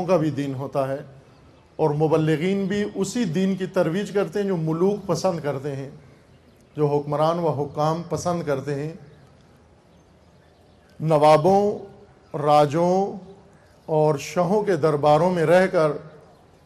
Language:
Urdu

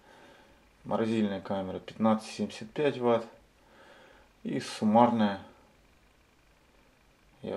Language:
Russian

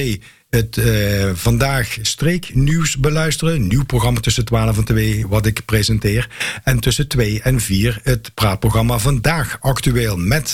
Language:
Dutch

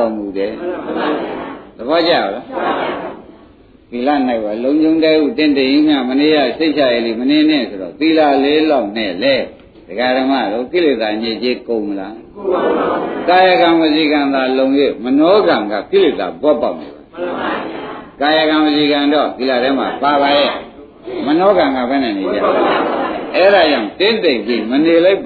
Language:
Burmese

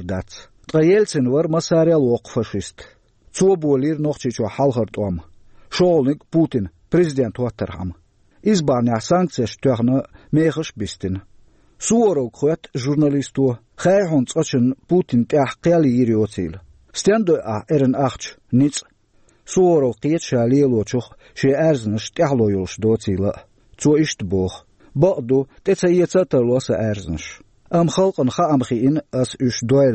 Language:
Chechen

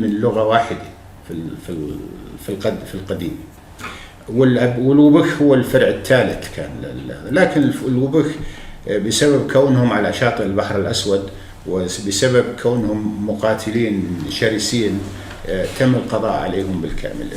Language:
North Levantine Arabic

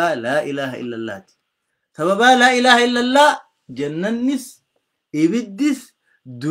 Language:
Oromo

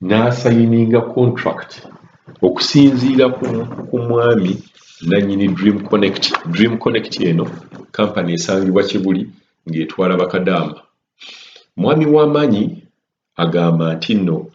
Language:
Ganda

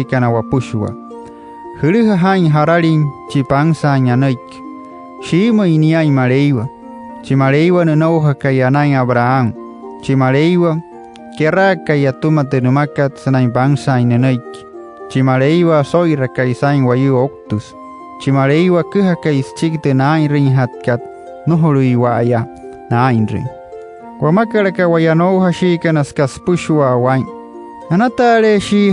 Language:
Wayuu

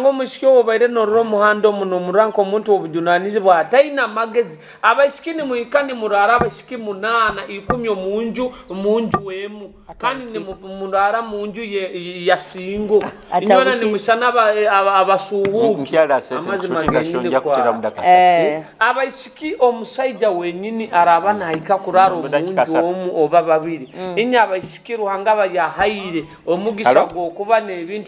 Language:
Nyoro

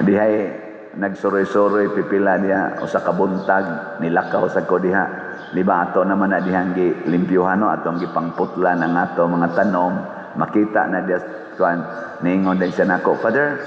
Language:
Cebuano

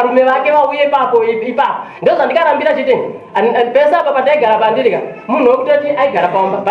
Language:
Shona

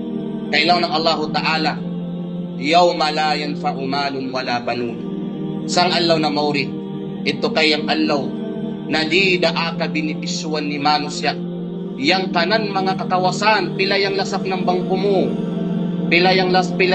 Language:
Kalagan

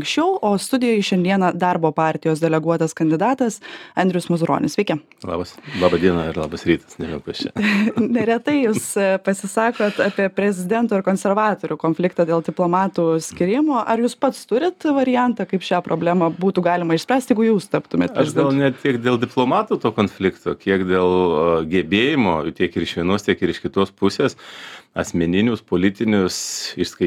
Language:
Lithuanian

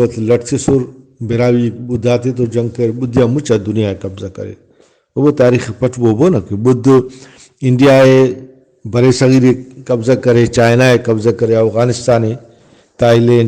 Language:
Brahui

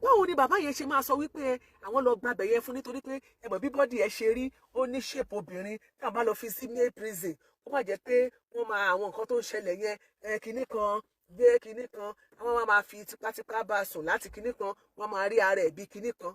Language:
Yoruba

